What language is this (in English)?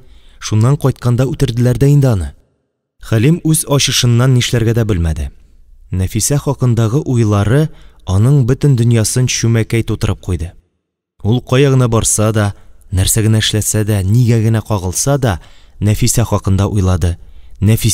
Tatar